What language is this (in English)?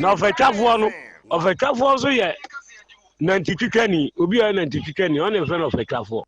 Akan